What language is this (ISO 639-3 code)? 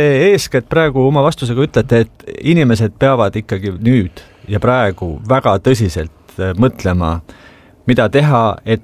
est